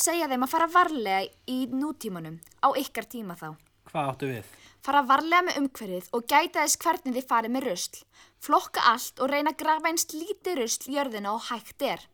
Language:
Icelandic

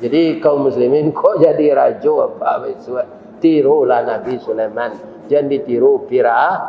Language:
Minangkabau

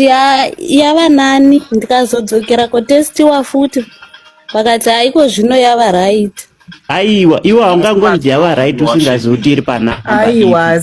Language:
Shona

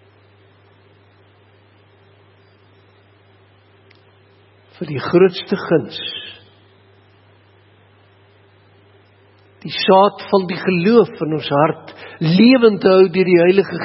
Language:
Afrikaans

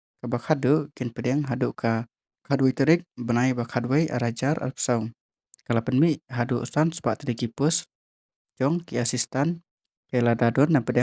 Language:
Khasi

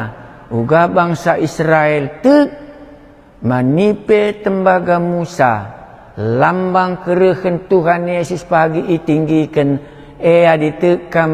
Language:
Batak Karo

